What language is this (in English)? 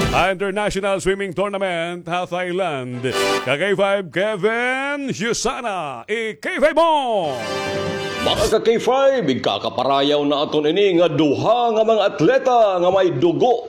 Waray